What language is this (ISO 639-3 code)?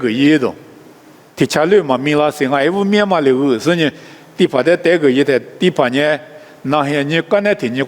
lis